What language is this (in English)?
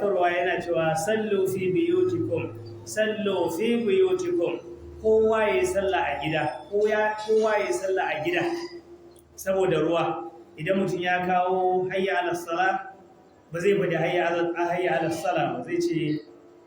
Hausa